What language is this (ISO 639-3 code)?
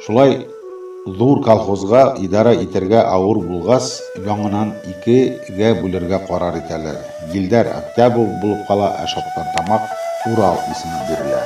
bak